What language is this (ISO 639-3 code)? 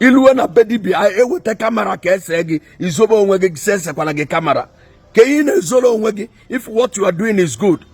ibo